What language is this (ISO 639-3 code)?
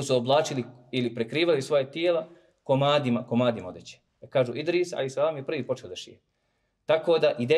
bos